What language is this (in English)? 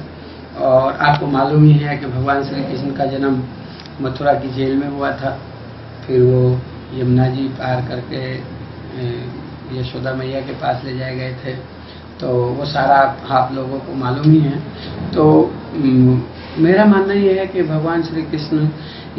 Hindi